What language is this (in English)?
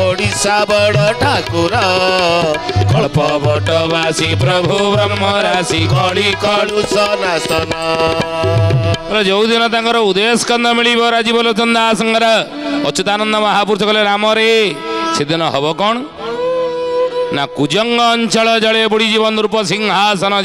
Odia